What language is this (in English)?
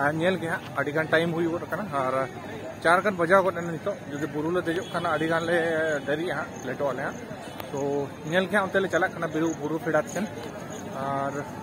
Santali